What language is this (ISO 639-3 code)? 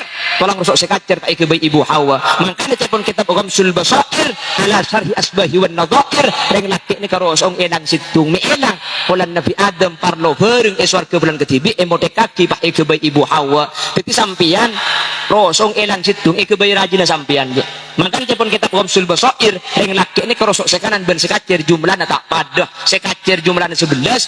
mad